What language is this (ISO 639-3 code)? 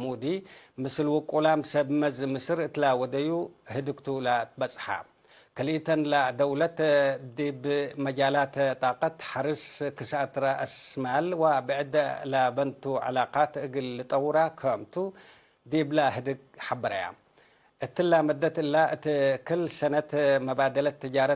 tig